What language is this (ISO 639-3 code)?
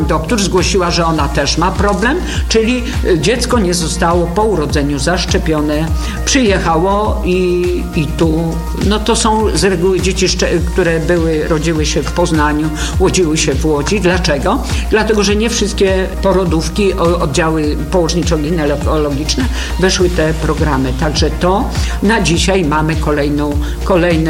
pol